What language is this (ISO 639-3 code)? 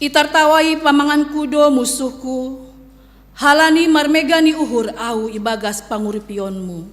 bts